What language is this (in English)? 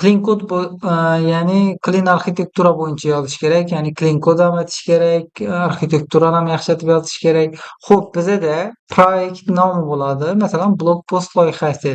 Uzbek